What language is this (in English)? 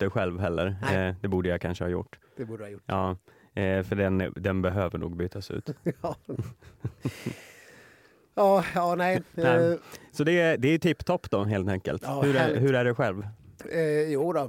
Swedish